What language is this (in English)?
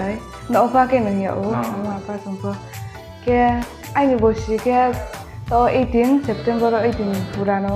Riang (India)